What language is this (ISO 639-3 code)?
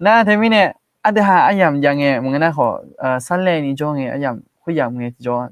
ahk